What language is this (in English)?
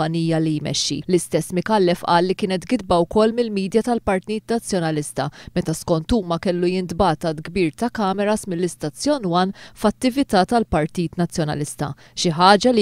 Maltese